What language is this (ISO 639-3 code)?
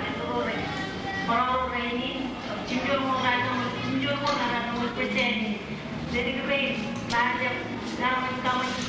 mah